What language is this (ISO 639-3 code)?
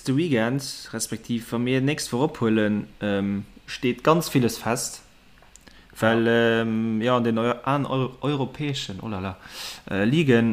ltz